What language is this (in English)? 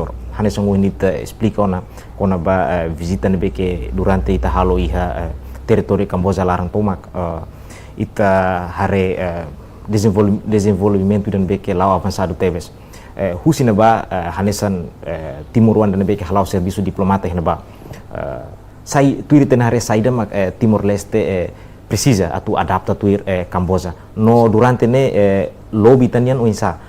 Tetum